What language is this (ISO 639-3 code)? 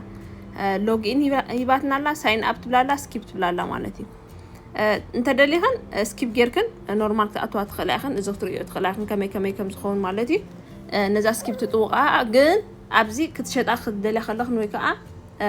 tir